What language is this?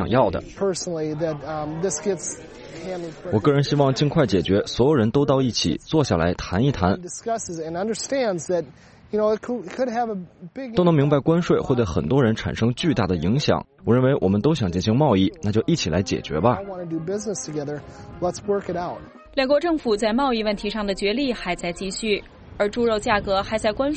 Chinese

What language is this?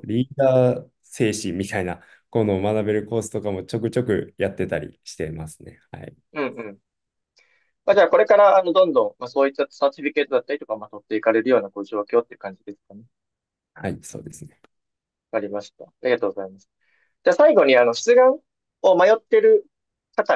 Japanese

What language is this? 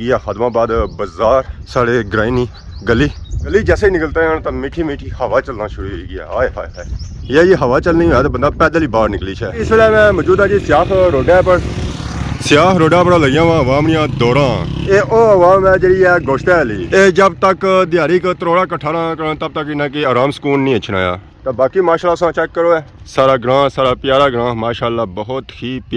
Pahari-Potwari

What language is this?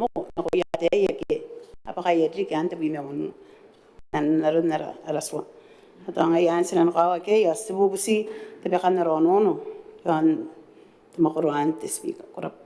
Gilbertese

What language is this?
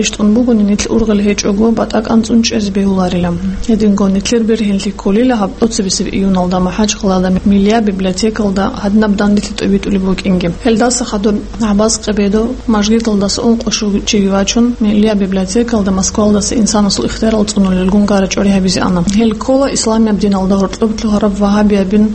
Avaric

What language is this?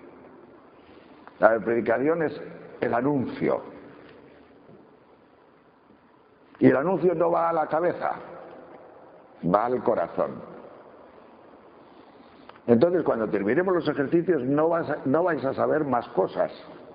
Spanish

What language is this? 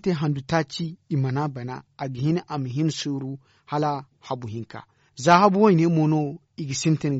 Zarma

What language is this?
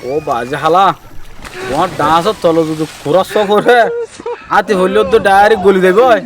Rohingya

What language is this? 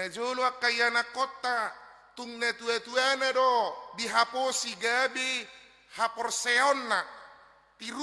Batak Toba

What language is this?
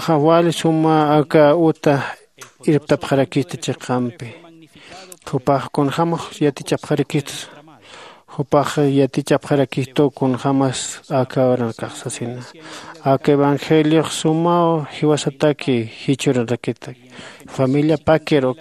Aymara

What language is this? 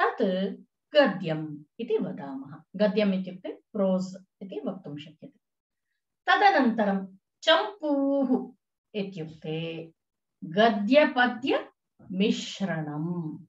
Sanskrit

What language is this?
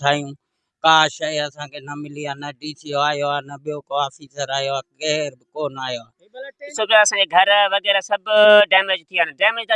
Sindhi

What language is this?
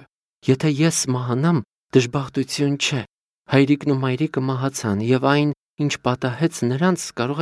Armenian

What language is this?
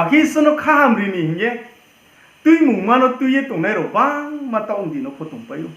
Riang (India)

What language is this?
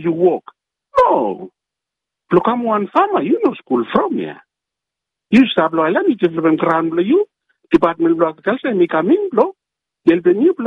Bislama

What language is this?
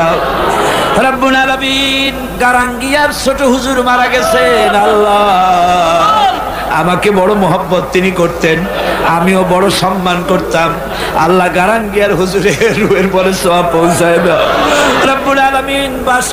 Bangla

